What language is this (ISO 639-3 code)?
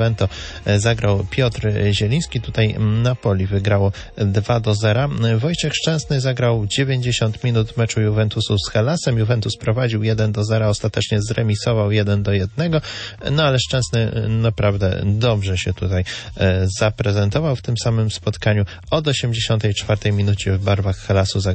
pol